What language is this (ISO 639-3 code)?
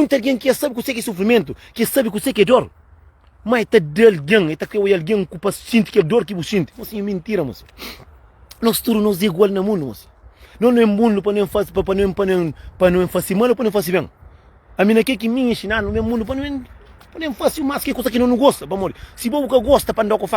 kea